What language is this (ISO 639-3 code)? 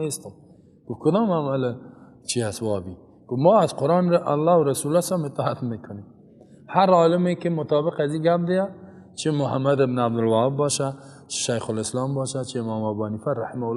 fas